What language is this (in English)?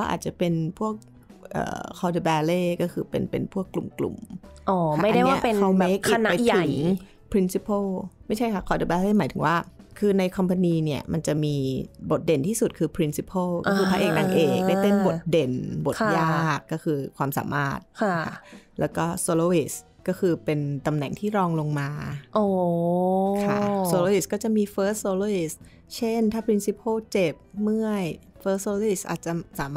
Thai